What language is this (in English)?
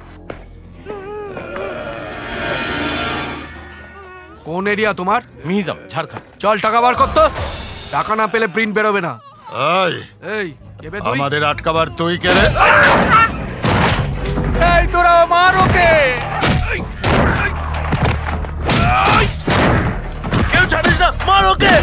Bangla